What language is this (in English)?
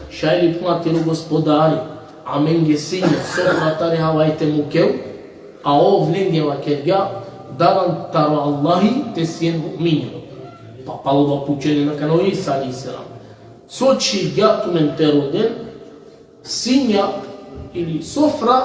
Balkan Romani